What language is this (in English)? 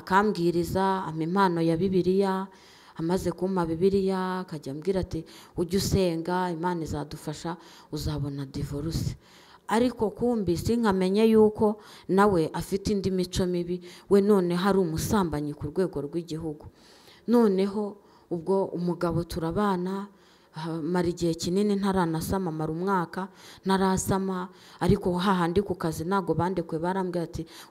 Kinyarwanda